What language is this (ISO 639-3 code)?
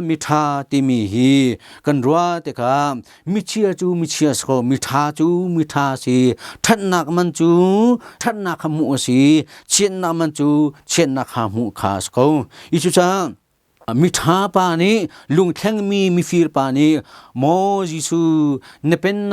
cnh